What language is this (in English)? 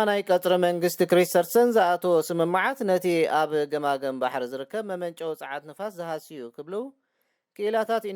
Tigrinya